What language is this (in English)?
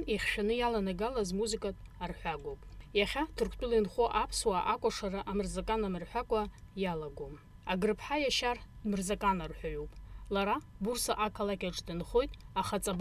Abkhazian